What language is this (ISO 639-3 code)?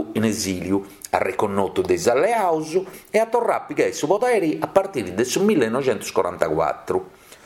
srd